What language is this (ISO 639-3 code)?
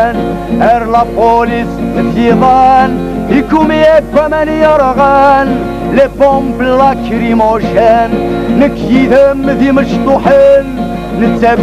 kab